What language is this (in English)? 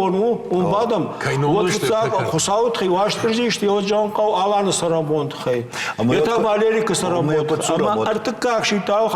Ossetic